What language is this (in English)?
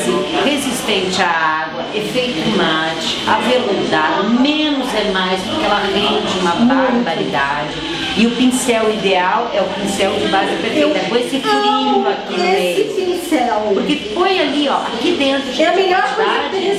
Portuguese